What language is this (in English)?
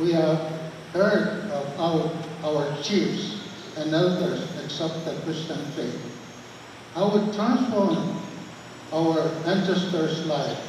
Pohnpeian